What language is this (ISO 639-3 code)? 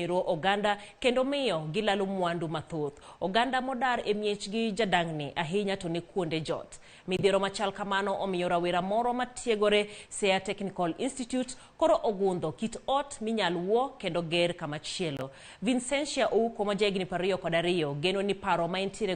luo